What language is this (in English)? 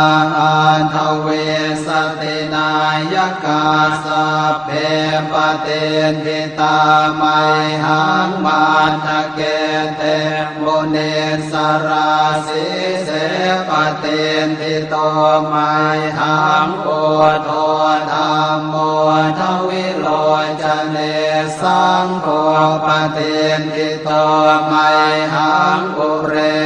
Pali